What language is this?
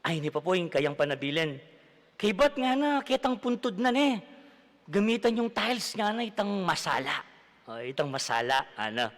Pampanga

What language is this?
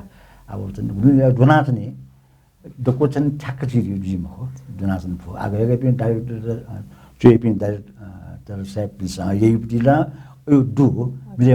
Newari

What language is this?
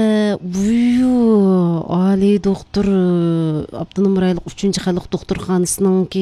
Uyghur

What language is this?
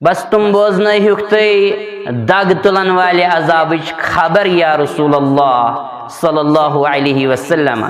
Kashmiri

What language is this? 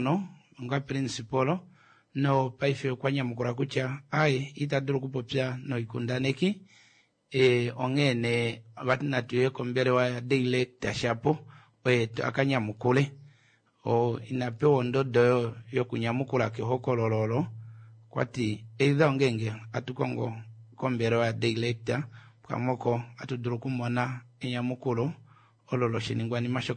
Kuanyama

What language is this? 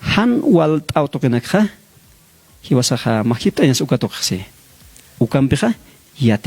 Aymara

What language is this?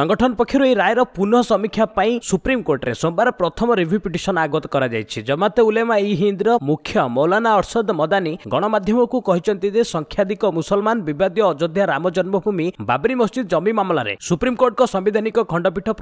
Odia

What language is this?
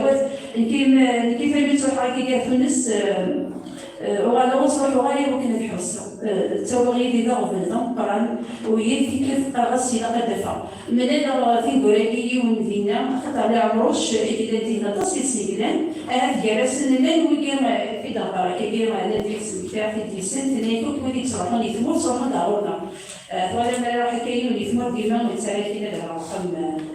Kabyle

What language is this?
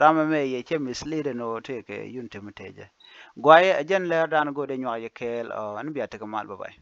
Nuer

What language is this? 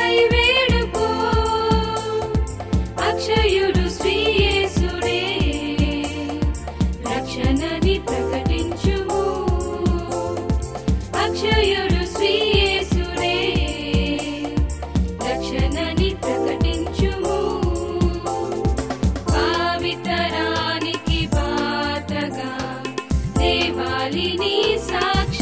Telugu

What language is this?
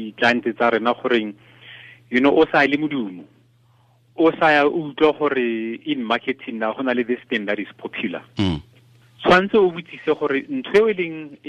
Tswana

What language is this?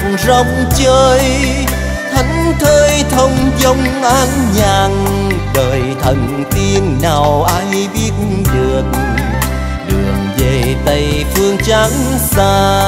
Vietnamese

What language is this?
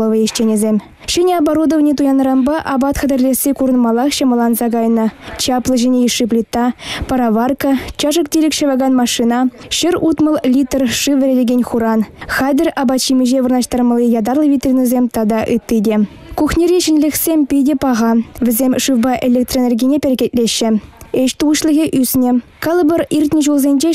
Chuvash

